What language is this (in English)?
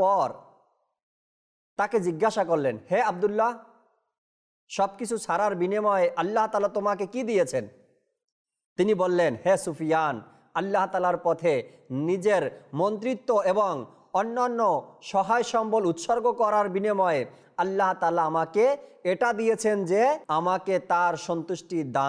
Bangla